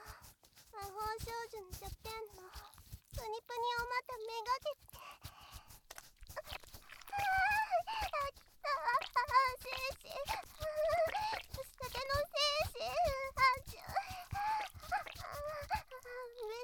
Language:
Japanese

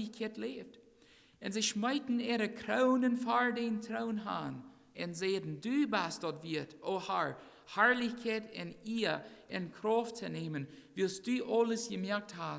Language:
Plautdietsch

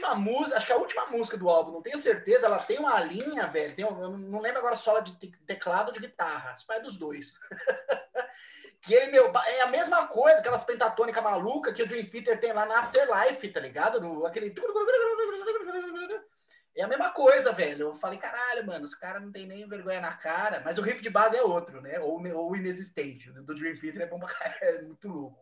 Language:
Portuguese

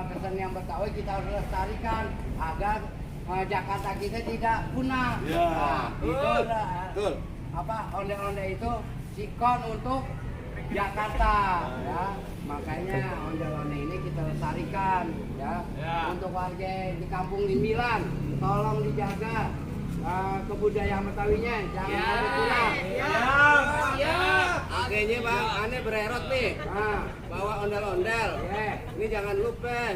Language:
Betawi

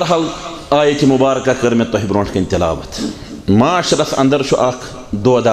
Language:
Kashmiri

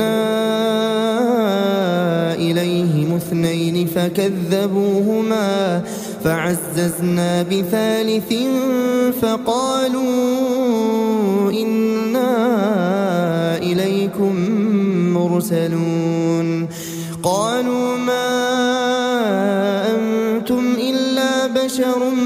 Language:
Arabic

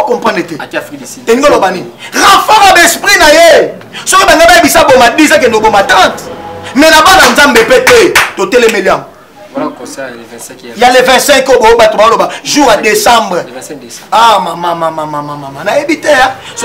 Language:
Lingala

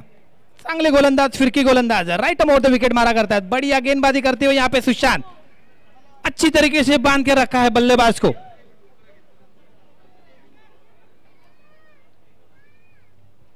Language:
Marathi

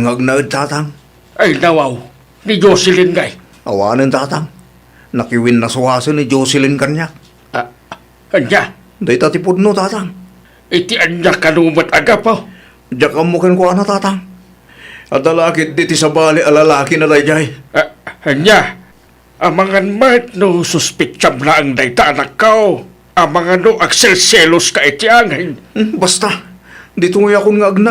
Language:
Iloko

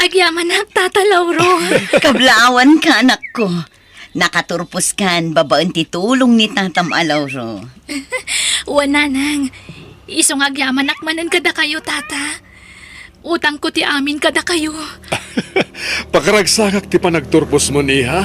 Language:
Iloko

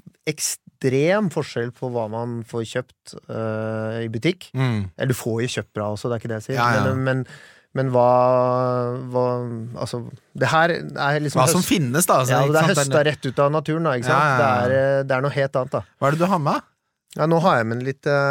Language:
Norwegian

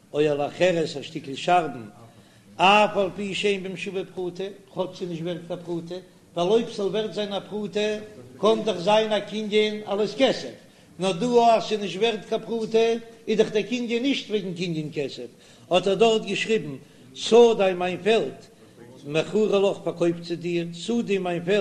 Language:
Yiddish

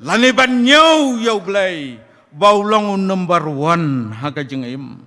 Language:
Khasi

